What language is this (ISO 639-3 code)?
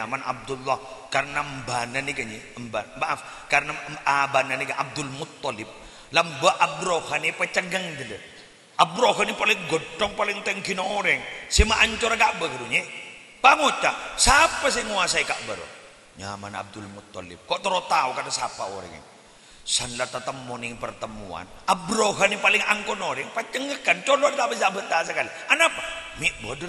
mad